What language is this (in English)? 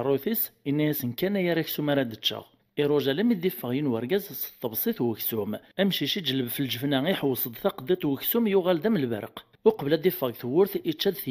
Kabyle